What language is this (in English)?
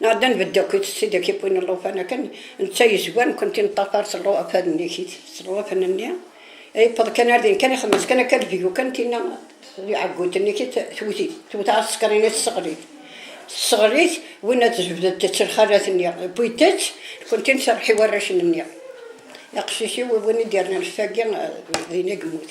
Kabyle